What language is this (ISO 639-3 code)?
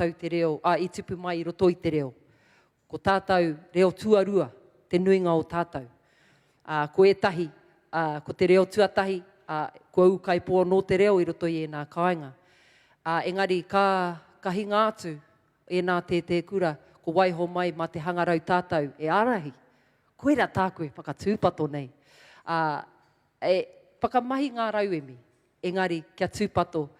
mri